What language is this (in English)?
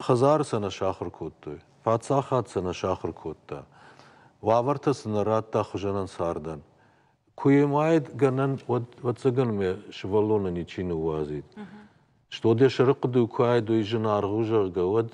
Ossetic